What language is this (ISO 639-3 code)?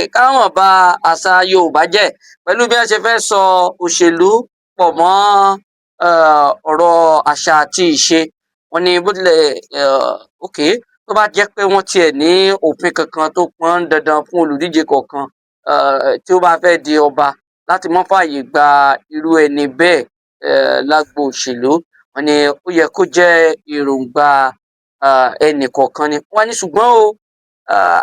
yor